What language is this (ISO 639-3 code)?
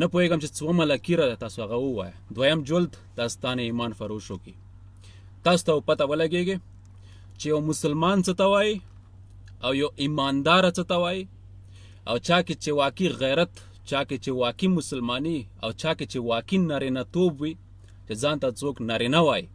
pus